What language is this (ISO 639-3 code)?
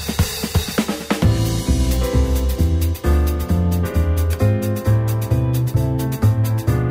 bul